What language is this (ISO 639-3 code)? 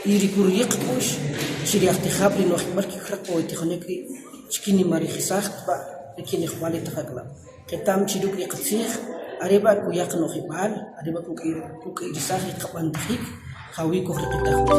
quc